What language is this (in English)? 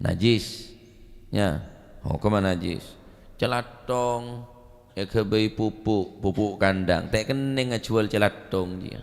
Madurese